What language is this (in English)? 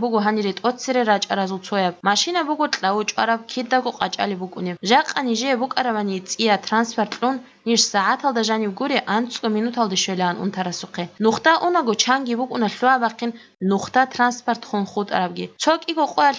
Avaric